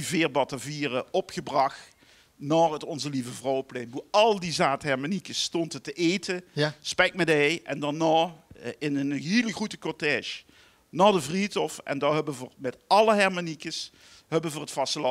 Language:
Limburgish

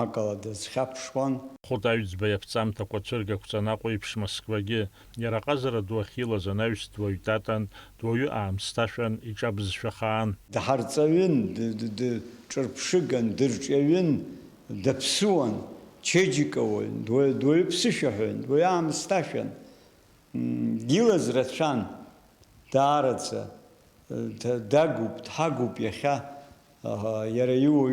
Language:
Abkhazian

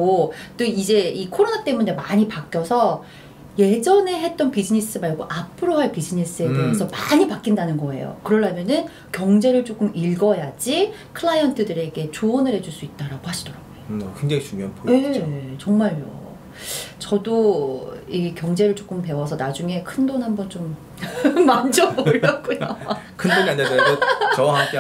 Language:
Korean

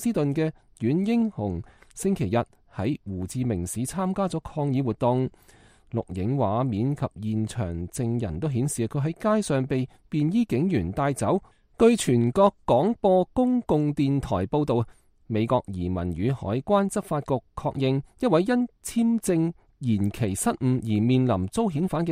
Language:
Cantonese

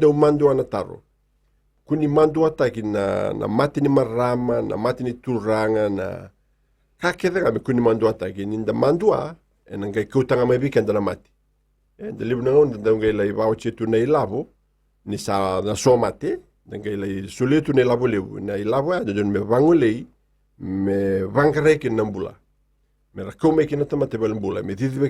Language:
Fijian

